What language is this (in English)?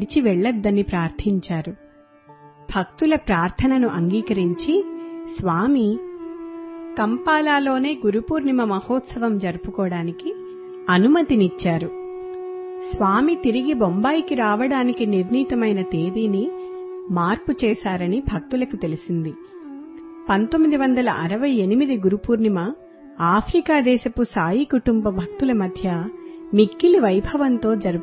Telugu